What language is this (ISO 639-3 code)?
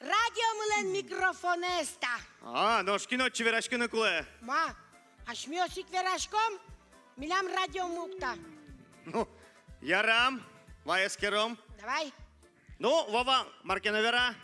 udm